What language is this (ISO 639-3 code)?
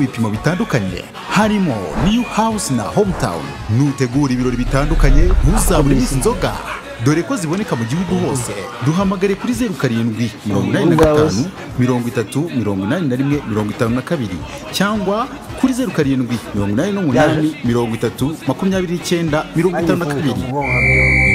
kin